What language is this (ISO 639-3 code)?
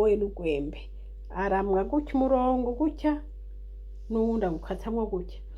run